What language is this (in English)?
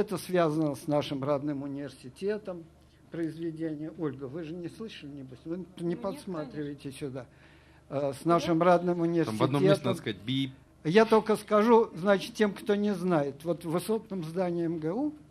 Russian